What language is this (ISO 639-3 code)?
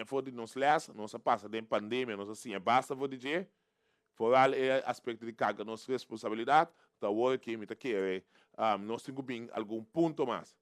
pap